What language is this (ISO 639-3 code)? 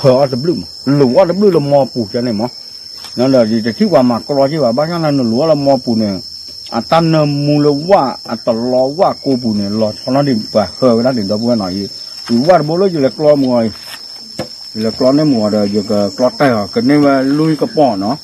ksw